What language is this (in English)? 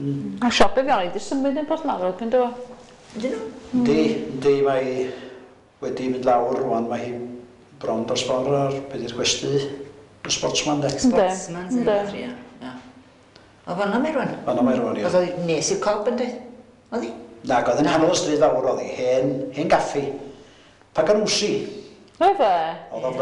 Welsh